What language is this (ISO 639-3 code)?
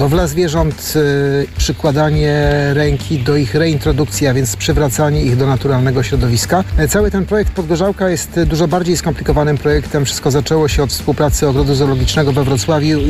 pol